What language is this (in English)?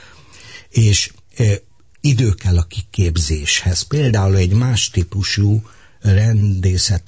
Hungarian